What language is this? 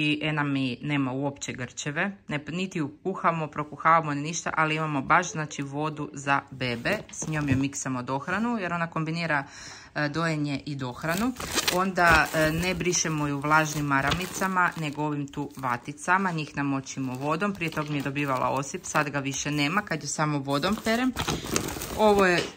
Croatian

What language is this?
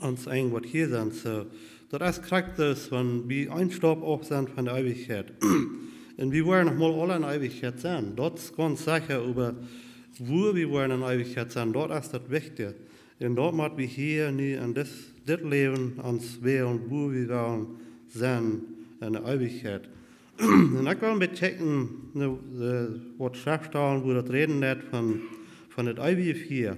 Plautdietsch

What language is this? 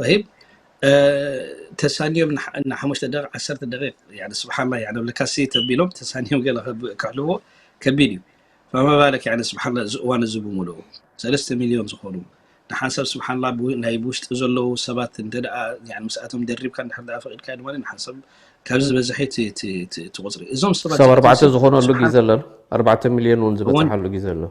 Tigrinya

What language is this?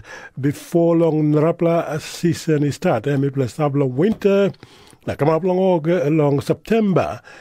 Tok Pisin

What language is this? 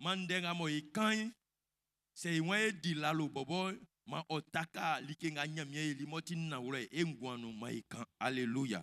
Baoulé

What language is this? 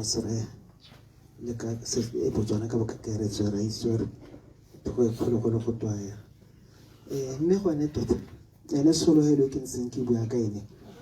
Tswana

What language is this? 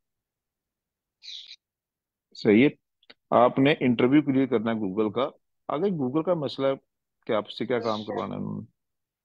Hindi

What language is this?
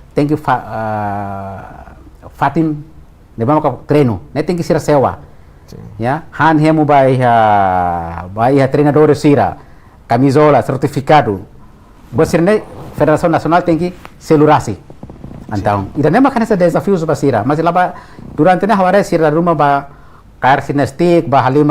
Tetum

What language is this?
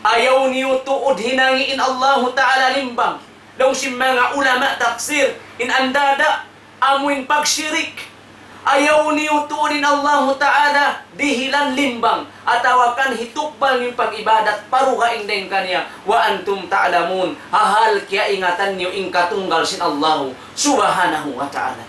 Tausug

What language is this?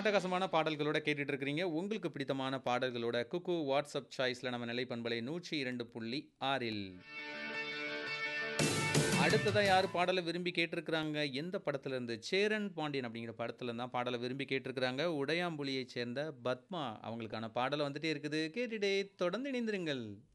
Tamil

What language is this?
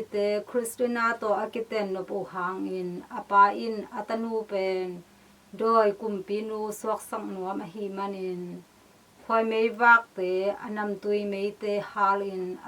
Tedim Chin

